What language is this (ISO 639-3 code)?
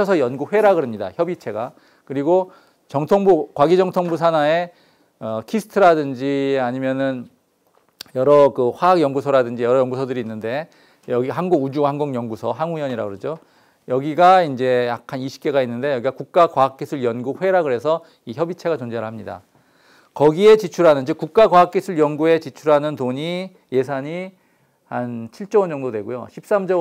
kor